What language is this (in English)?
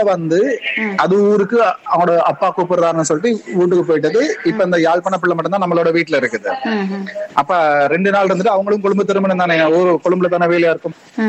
Tamil